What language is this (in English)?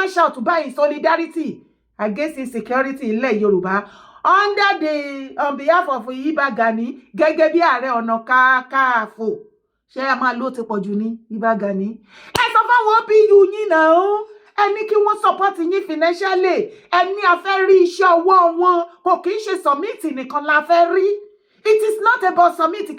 Yoruba